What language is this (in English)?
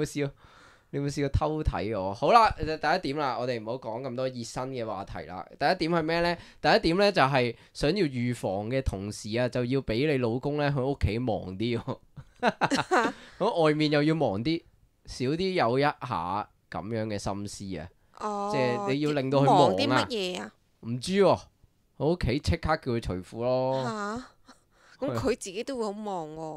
Cantonese